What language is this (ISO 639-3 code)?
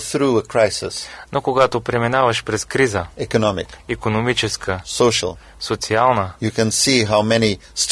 bul